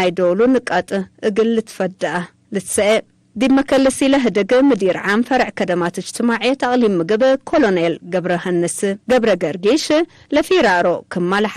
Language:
Tigre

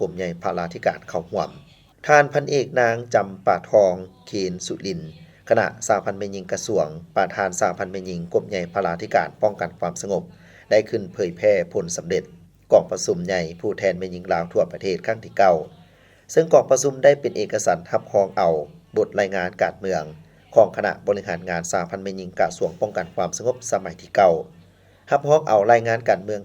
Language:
Lao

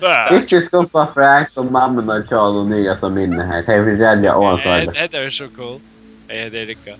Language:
Faroese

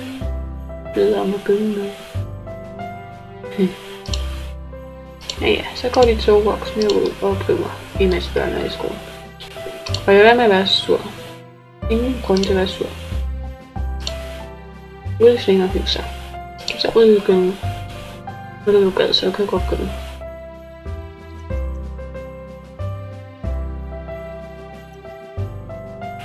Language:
Danish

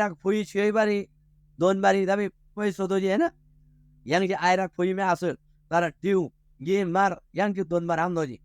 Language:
Eastern Tamang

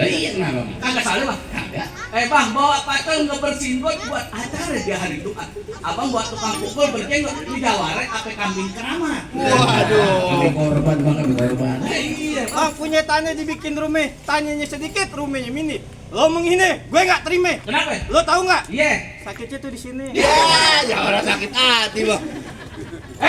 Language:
Betawi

